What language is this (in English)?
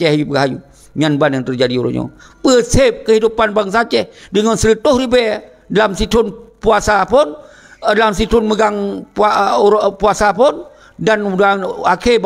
Achinese